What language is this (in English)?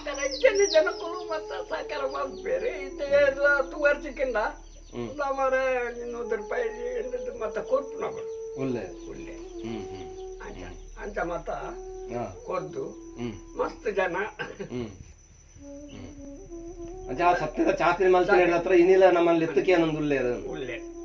Tulu